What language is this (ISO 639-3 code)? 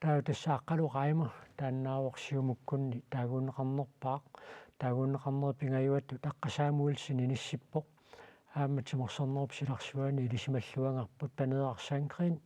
kal